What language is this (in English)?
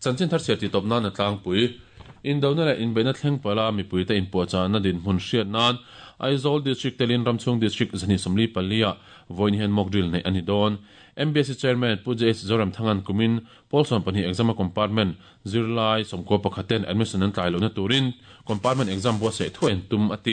Mizo